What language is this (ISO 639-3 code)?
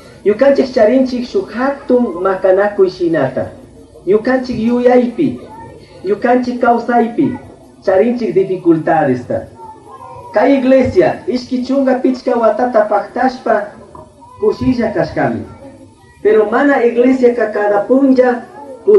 qug